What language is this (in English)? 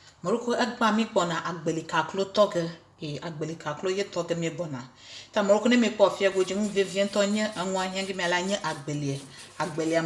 Ewe